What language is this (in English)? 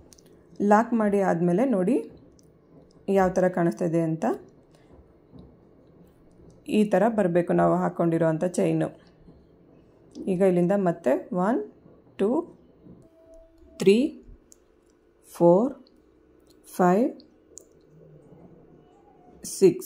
Kannada